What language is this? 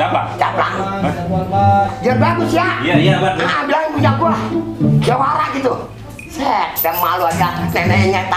Betawi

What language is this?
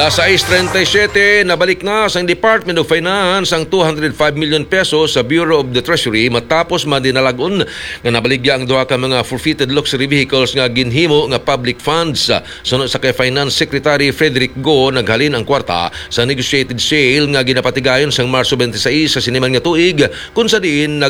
Hiligaynon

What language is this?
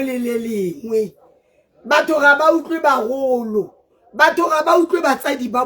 Tswana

